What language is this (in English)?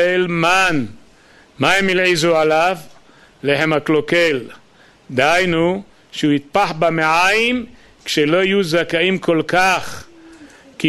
Hebrew